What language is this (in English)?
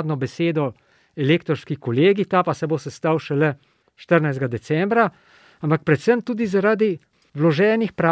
Slovenian